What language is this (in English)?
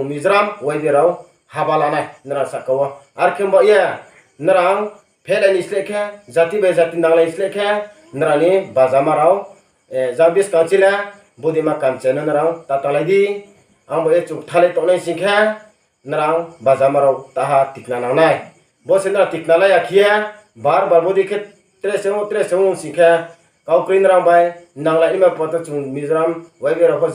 Riang (India)